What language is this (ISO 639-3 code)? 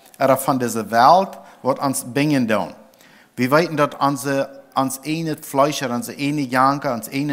pdt